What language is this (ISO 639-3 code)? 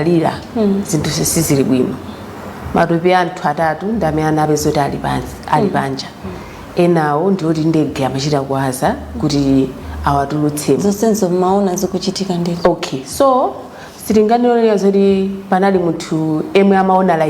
nya